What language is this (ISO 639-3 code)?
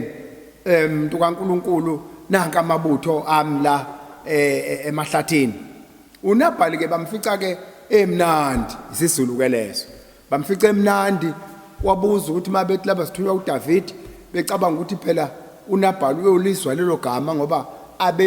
zul